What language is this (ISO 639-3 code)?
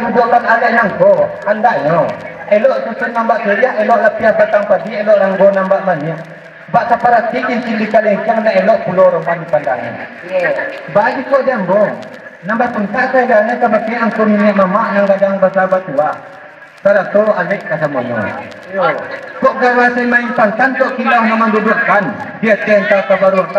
min